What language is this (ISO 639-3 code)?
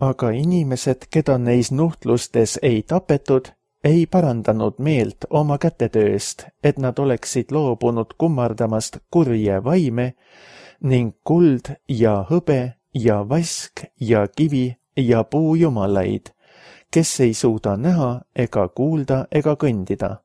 est